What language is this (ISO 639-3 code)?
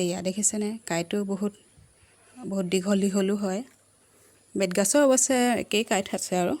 asm